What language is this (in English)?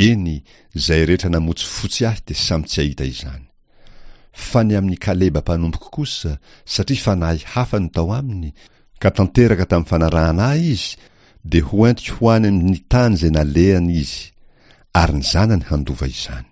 Malagasy